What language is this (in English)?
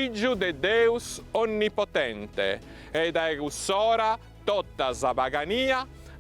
Sardinian